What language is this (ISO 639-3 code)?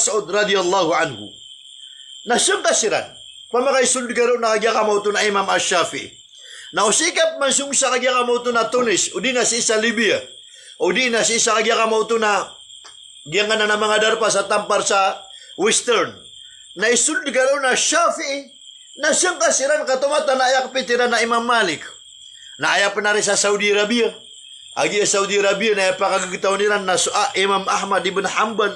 mrw